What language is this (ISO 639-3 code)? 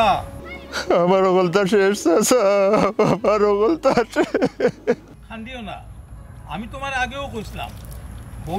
syl